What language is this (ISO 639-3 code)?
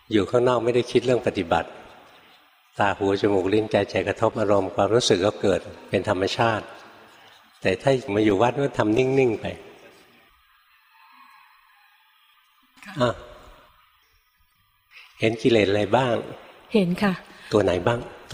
tha